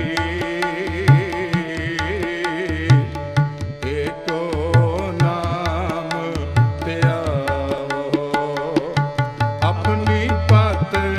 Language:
Punjabi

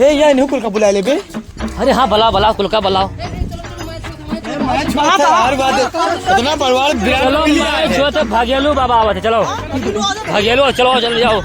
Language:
Awadhi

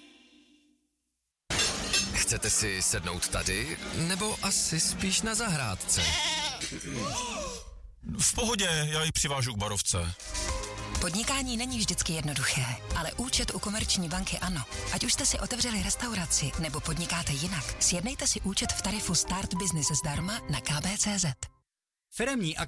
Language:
Czech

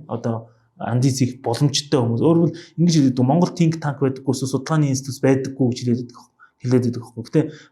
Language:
Mongolian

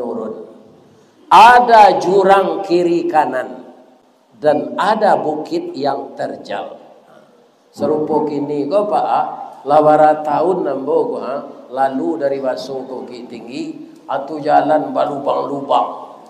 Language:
Minangkabau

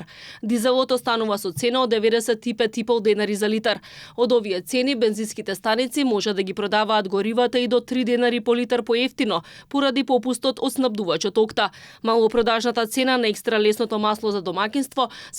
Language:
Macedonian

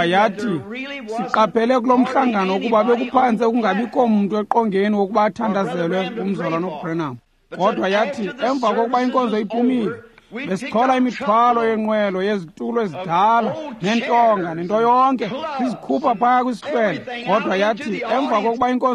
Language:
Xhosa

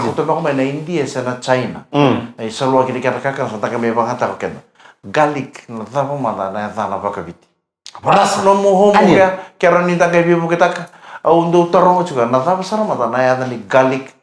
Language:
Fijian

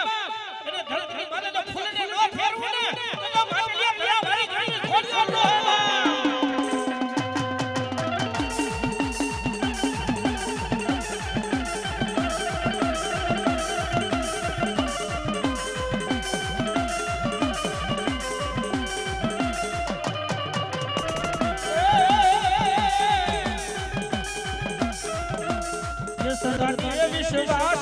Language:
Gujarati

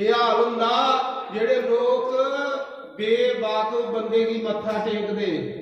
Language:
Dogri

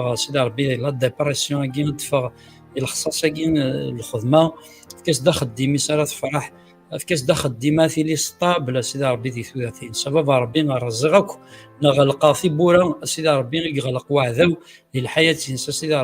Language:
Kabyle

